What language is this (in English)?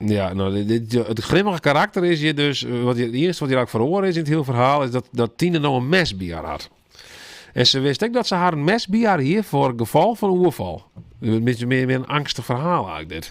Western Frisian